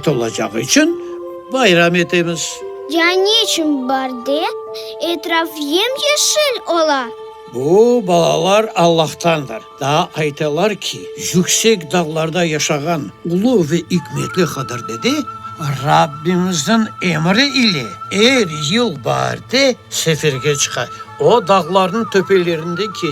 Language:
Crimean Tatar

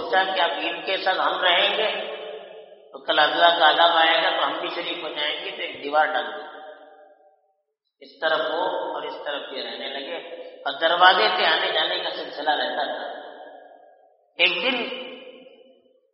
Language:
Urdu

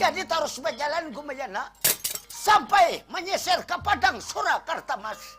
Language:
Banjar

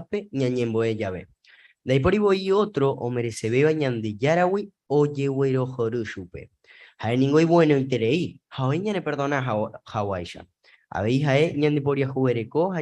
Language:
Guarani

